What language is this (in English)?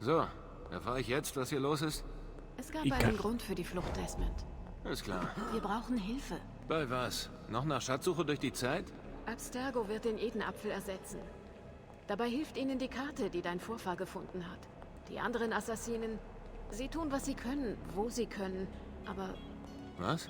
Bavarian